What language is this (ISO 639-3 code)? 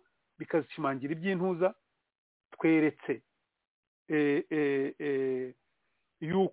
kin